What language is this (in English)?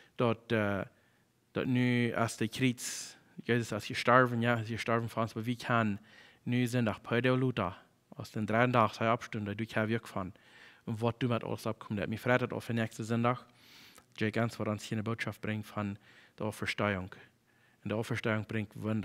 Plautdietsch